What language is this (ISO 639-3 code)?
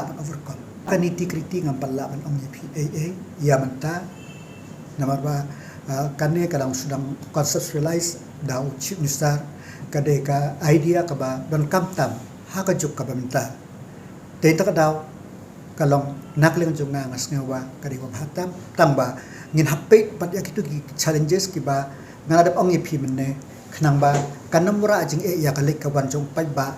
kha